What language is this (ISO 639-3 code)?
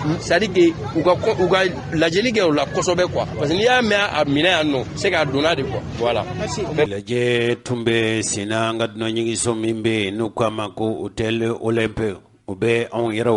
bam